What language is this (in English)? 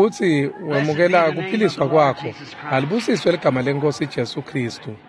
Swati